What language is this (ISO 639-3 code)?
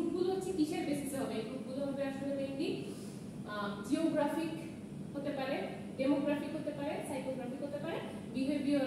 ben